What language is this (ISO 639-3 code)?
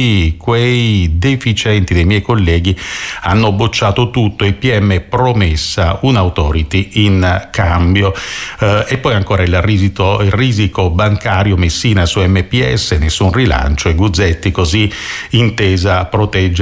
ita